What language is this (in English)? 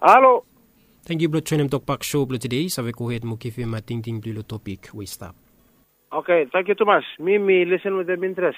Bislama